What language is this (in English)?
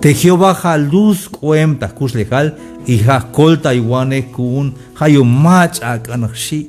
Tzeltal